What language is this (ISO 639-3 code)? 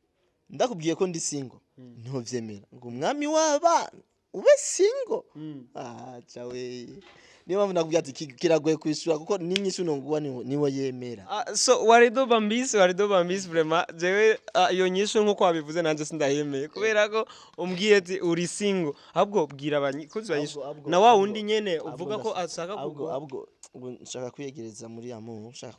run